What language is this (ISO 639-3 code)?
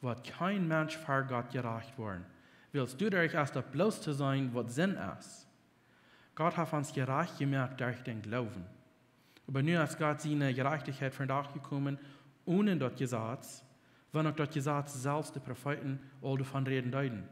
pdt